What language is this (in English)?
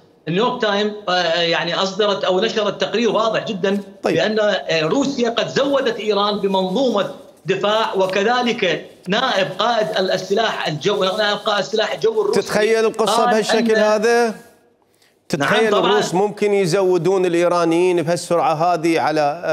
Mesopotamian Arabic